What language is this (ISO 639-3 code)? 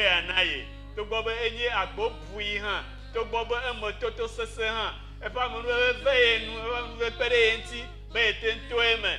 ewe